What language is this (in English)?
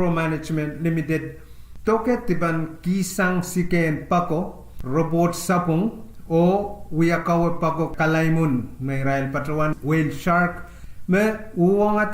Pohnpeian